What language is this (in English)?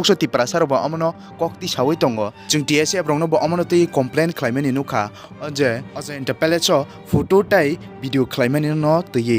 Kok Borok